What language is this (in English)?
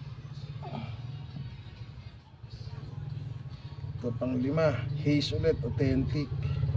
Filipino